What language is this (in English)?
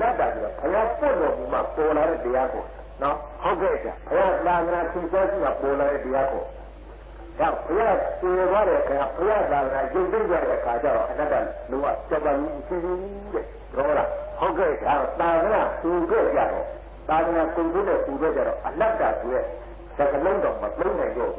Burmese